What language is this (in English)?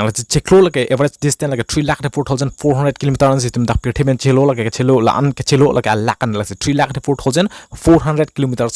Karbi